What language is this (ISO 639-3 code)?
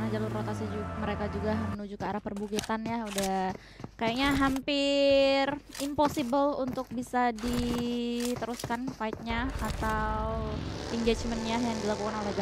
ind